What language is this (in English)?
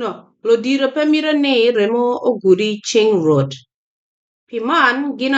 Acoli